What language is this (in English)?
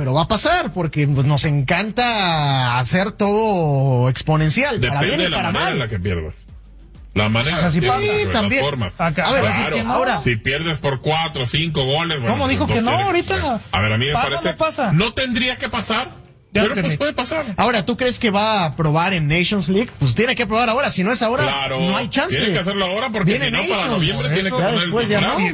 Spanish